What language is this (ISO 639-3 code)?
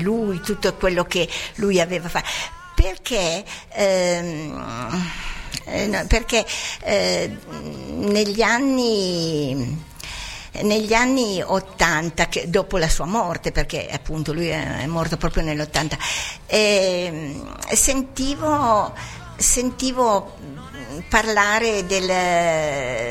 ita